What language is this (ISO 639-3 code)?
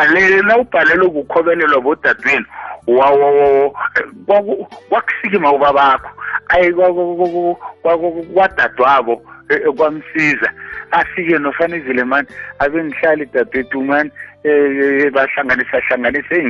nbl